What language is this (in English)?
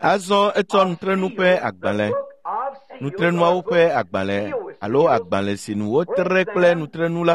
Ewe